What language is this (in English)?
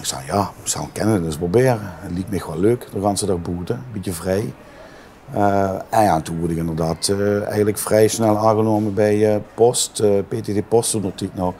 Limburgish